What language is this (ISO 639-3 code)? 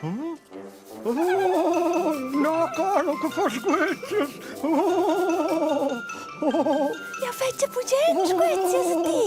roh